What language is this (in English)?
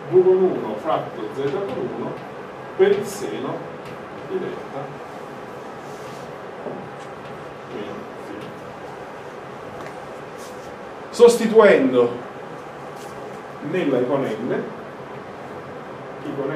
Italian